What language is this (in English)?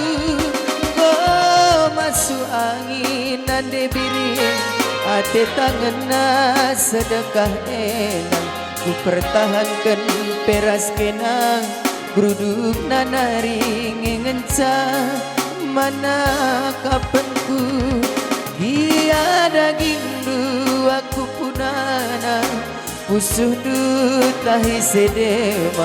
Batak Karo